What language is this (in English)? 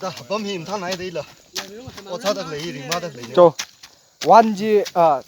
Tangkhul Naga (India)